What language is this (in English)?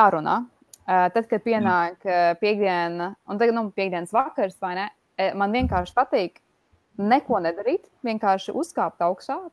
Latvian